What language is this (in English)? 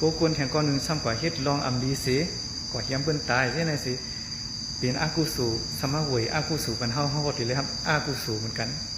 Shan